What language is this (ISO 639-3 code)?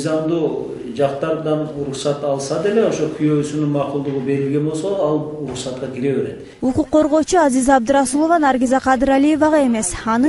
kir